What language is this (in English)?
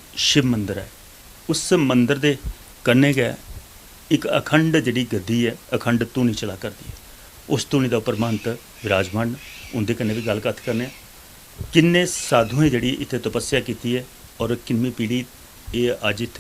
Dogri